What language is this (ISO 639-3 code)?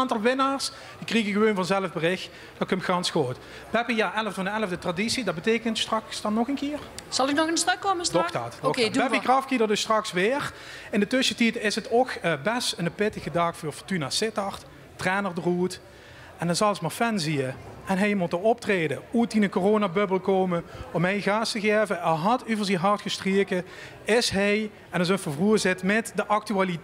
lim